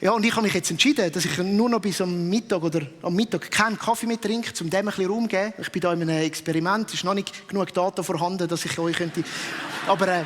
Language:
Swiss German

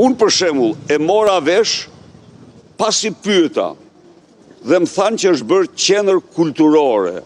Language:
Albanian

